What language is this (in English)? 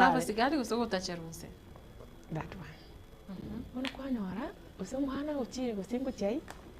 Gusii